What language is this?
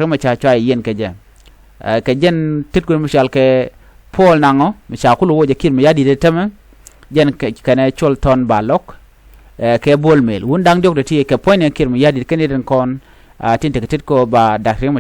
Nuer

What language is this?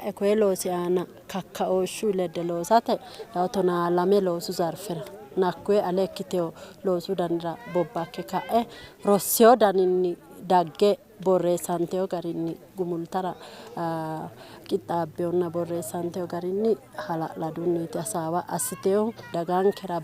Sidamo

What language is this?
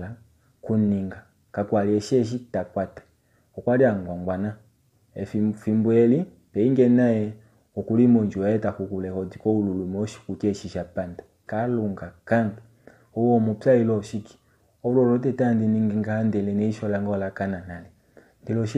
Kuanyama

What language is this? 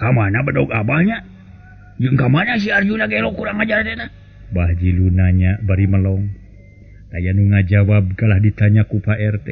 Sundanese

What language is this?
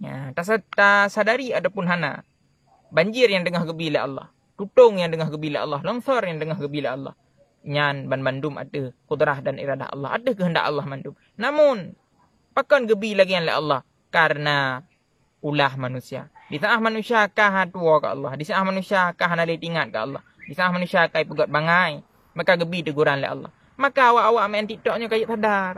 Achinese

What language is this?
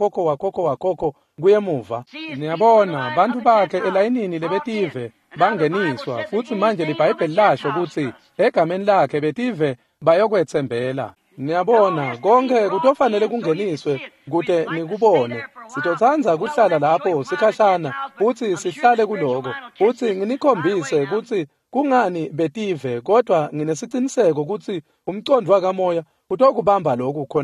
Swati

